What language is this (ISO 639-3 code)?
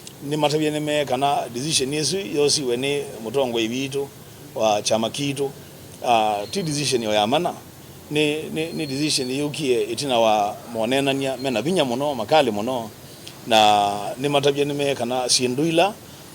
kam